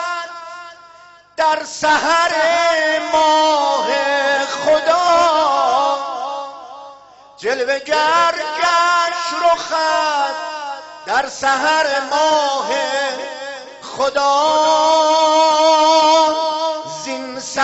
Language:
Persian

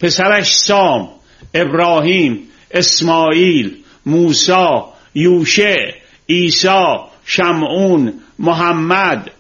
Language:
Persian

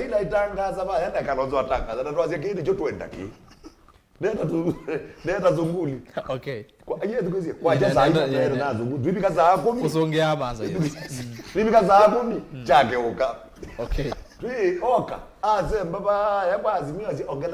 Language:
Kamba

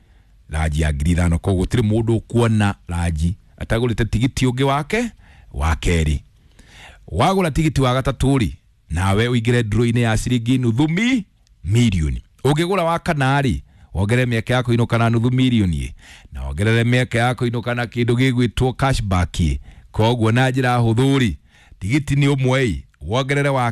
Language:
Kikuyu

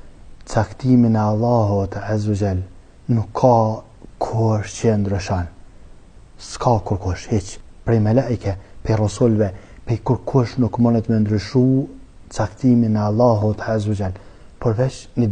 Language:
Albanian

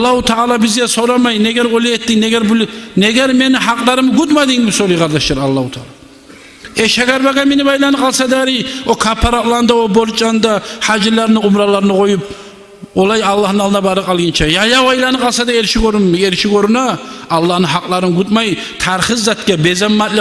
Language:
Kumyk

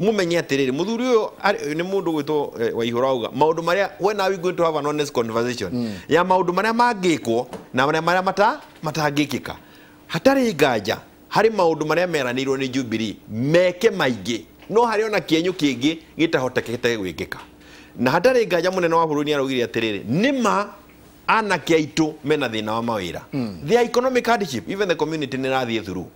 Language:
Kikuyu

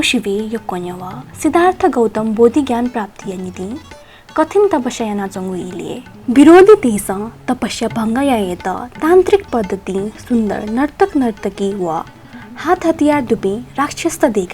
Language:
Newari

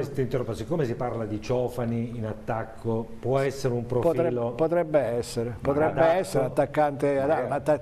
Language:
Italian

